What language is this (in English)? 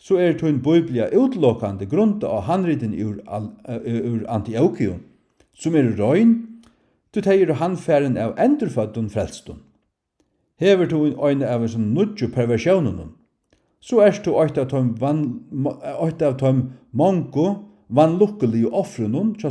Faroese